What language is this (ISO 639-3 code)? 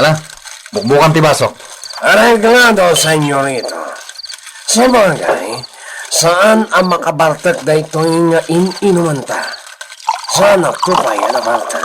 ilo